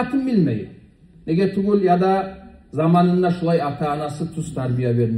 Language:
Kumyk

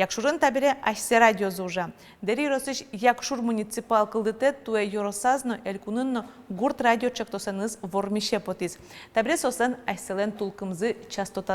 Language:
Udmurt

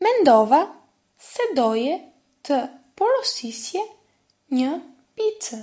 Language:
Albanian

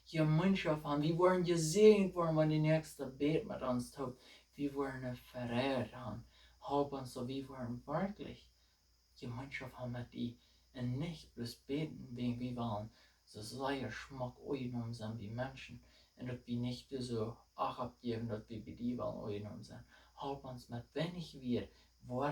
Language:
Plautdietsch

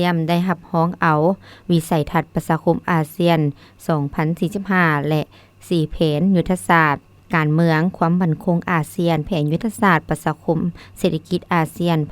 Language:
Lao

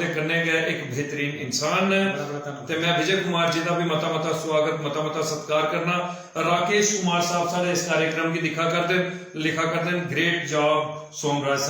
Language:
Dogri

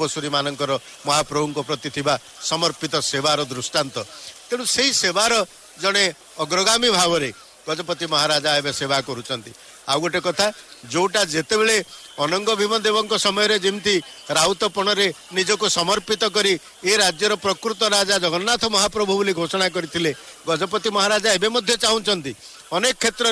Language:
Odia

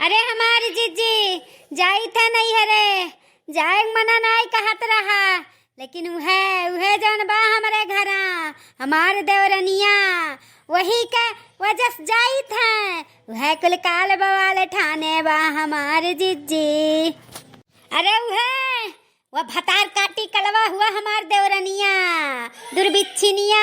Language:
Awadhi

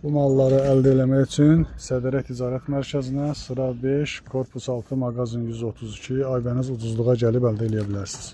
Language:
Azerbaijani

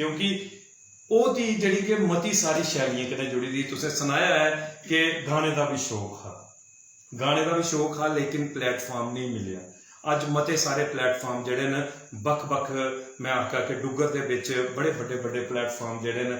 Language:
Dogri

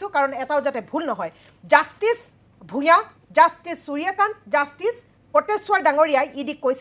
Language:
Assamese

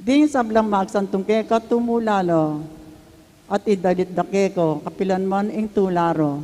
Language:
Pampanga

